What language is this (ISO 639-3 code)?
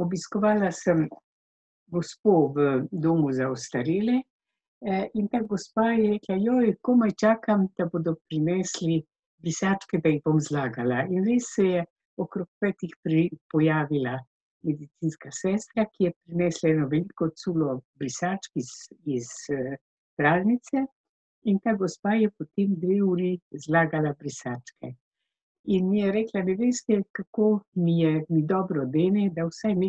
slv